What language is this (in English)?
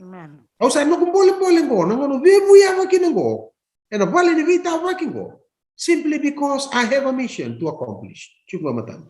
Fijian